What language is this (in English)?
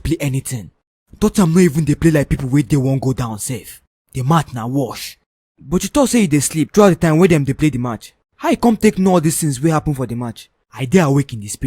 Nigerian Pidgin